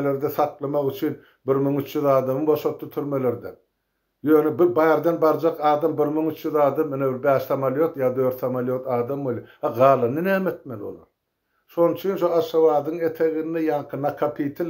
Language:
Turkmen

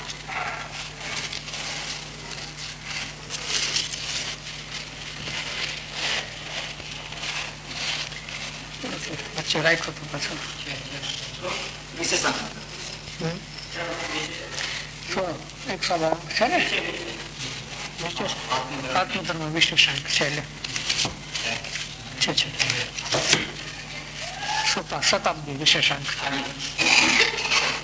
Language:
Gujarati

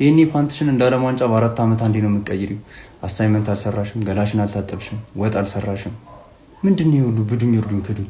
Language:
Amharic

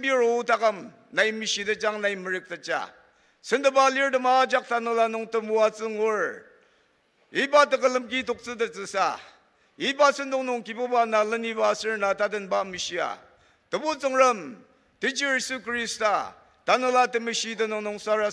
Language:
Ao Naga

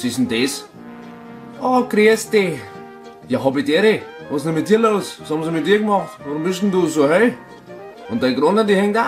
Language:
Bavarian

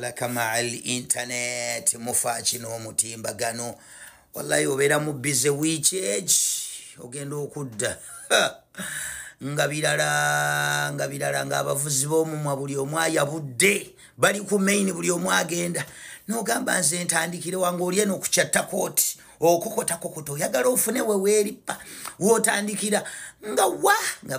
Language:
Ganda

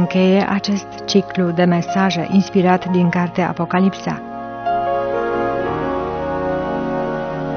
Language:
Romanian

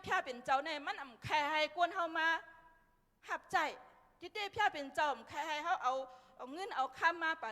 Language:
Shan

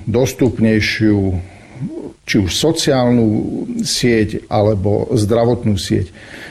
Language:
Slovak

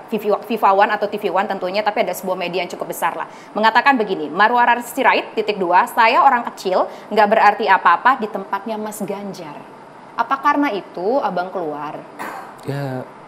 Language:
Indonesian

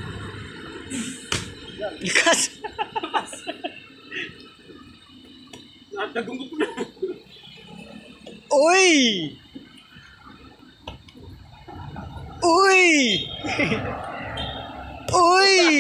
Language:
Filipino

